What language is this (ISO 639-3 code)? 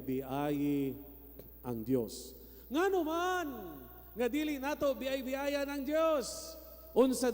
ceb